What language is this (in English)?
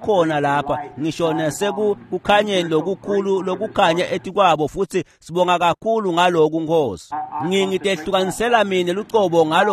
Swati